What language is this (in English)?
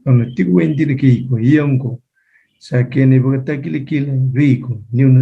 Fijian